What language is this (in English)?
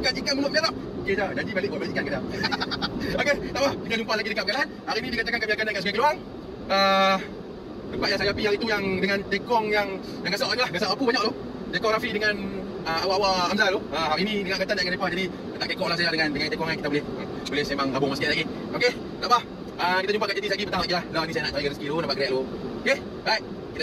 Malay